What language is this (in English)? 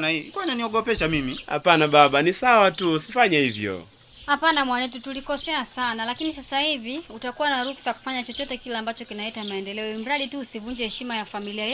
Swahili